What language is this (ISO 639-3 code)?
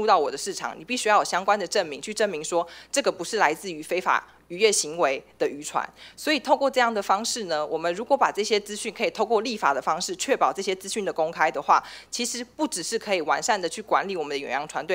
zho